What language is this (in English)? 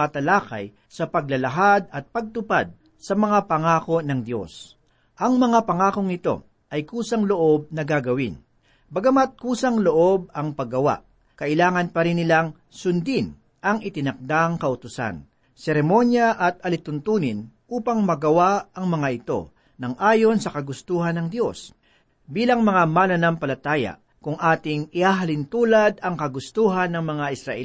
Filipino